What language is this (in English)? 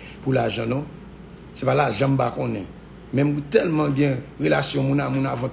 Haitian Creole